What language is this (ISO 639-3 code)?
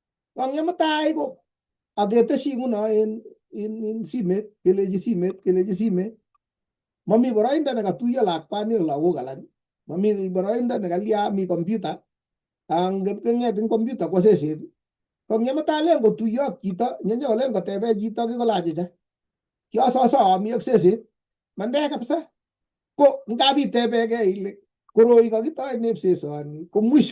kln